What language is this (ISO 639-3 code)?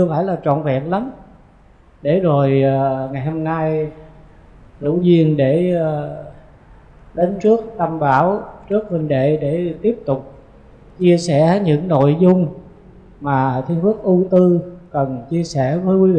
vie